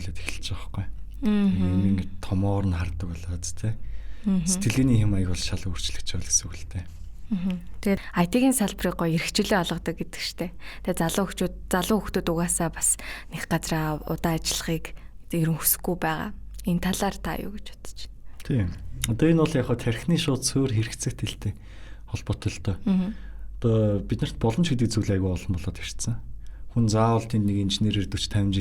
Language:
Mongolian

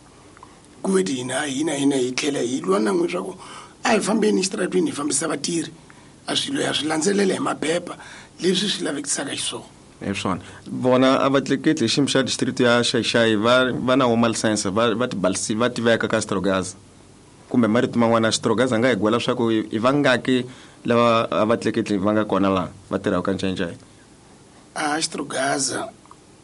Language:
Tsonga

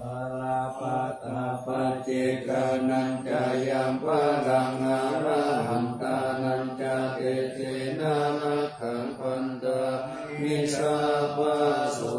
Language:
Pali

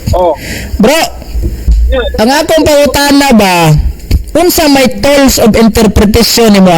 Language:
Cebuano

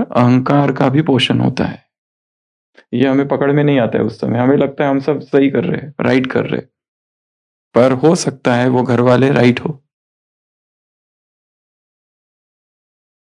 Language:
Hindi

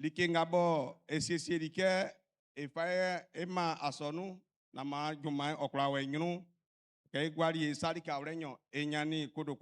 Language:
Baoulé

